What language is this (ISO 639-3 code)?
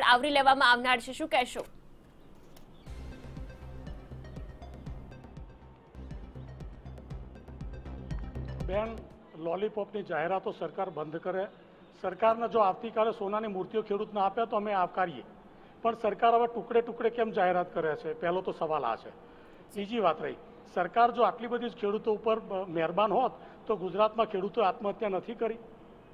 guj